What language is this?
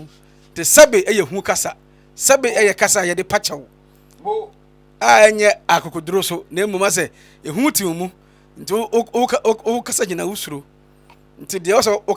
Akan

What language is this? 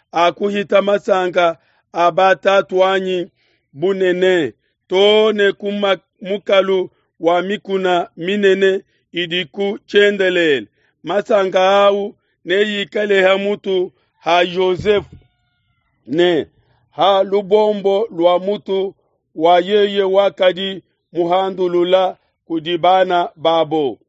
Luba-Lulua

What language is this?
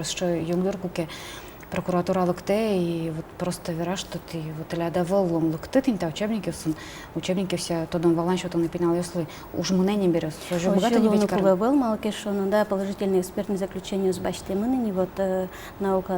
Udmurt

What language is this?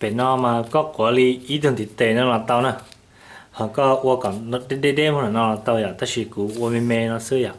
Hmong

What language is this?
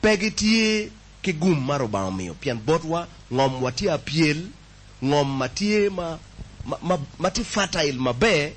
Acoli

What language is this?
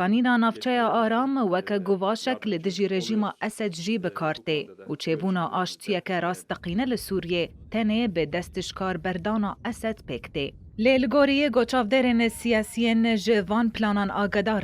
Kurdish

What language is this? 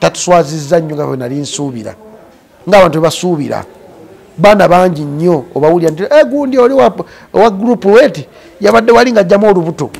Ganda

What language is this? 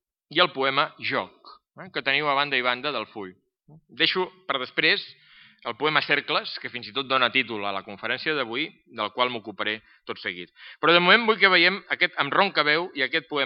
Catalan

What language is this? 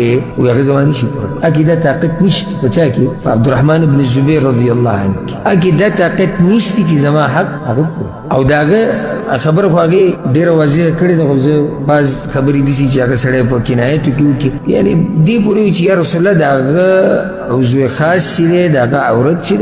Pashto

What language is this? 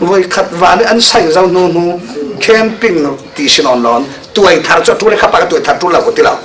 Falam Chin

